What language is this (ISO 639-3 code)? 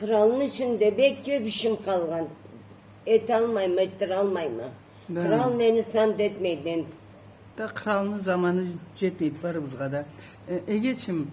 krc